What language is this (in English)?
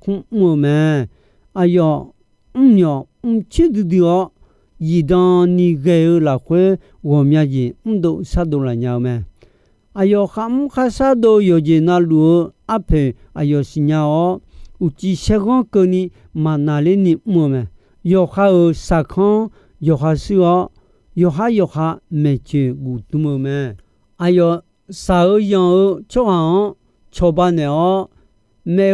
Akha